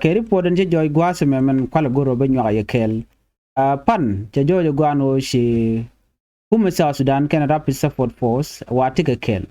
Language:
Nuer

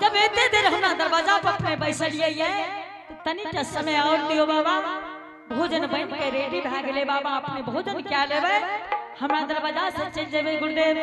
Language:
Angika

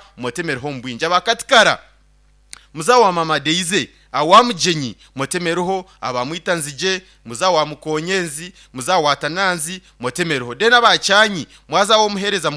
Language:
Nyankole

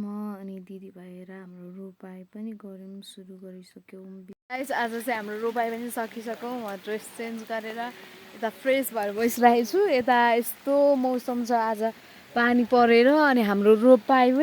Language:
Nepali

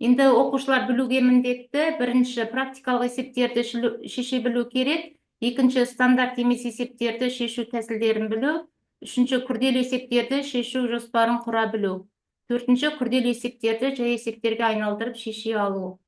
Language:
Kazakh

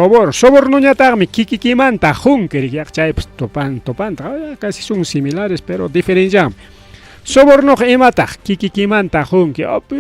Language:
Ayacucho Quechua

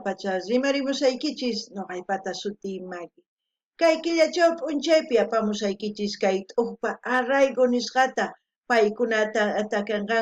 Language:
South Bolivian Quechua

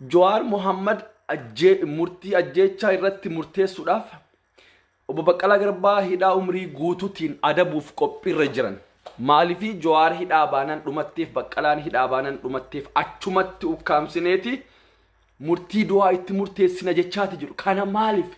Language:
Oromo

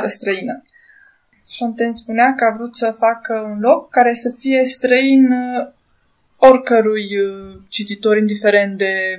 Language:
Romanian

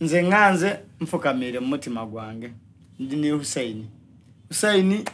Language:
Soga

